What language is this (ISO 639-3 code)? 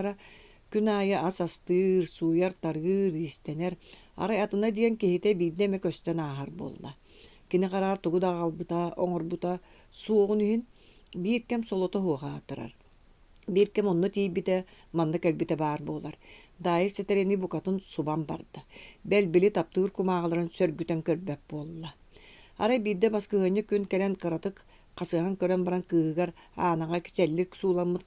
sah